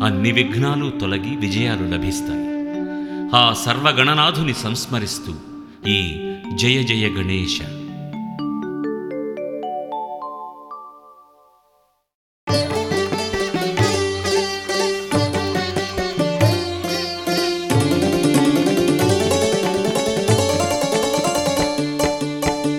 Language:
Telugu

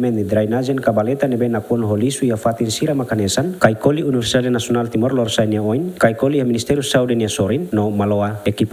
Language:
Tetum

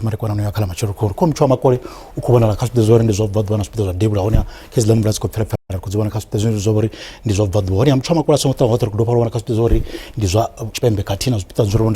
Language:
Venda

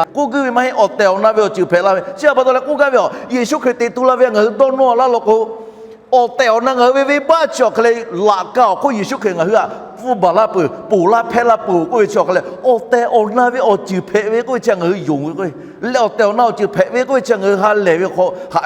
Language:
Lahu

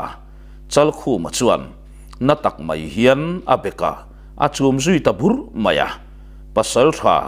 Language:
Mizo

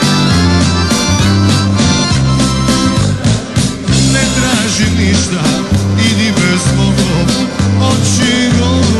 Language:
Croatian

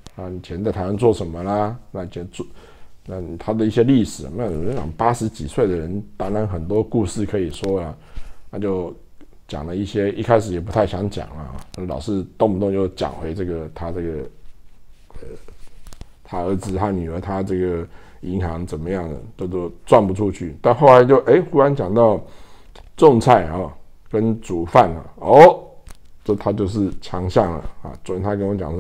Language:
Chinese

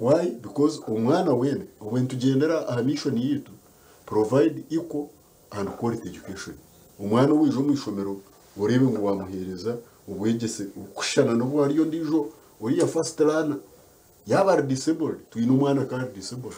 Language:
Nyankole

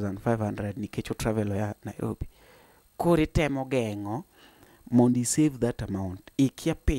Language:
Luo (Kenya and Tanzania)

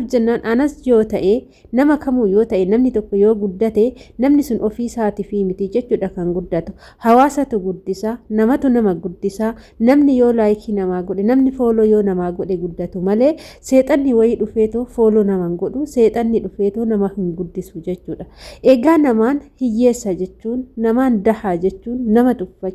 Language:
Oromo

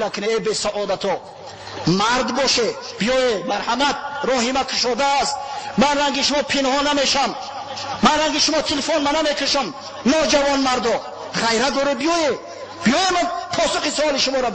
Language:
Tajik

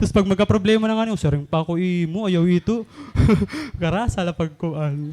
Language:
Waray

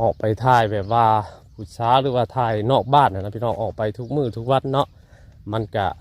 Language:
Northeastern Thai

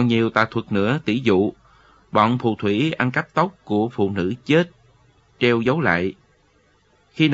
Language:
Vietnamese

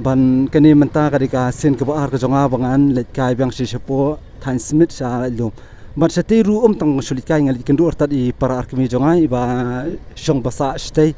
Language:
Khasi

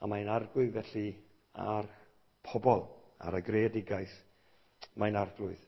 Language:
Welsh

